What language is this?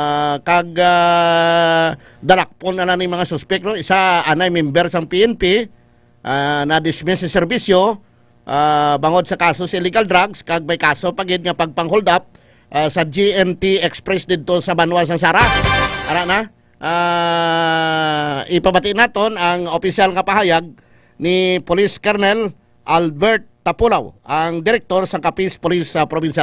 Hiligaynon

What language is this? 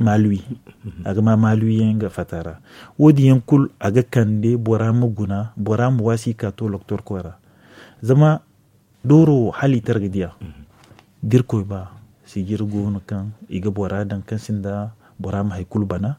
Zarma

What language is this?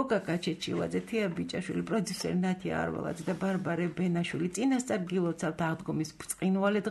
Georgian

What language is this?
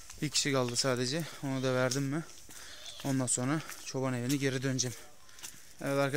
Turkish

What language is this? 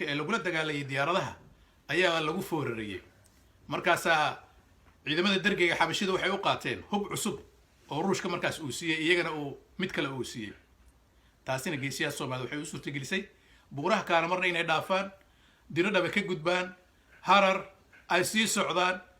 Somali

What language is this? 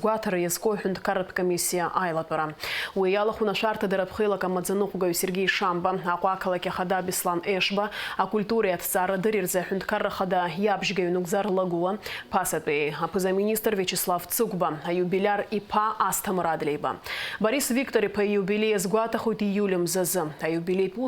Abkhazian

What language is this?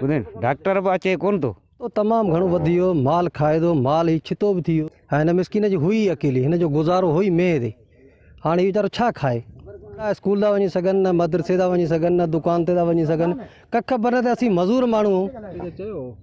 Sindhi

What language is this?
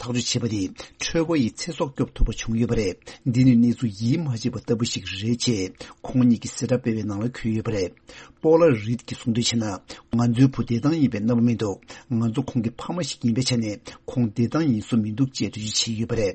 Tibetan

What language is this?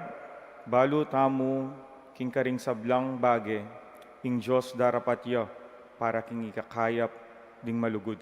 Pampanga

